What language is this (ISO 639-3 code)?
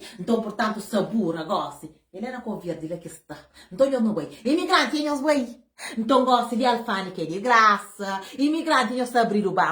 kea